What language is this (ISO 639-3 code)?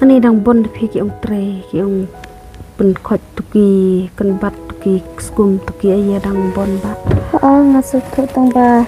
kha